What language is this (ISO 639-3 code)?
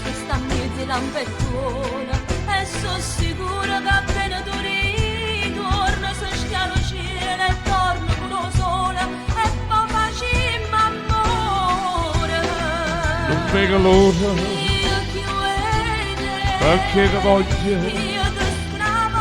nap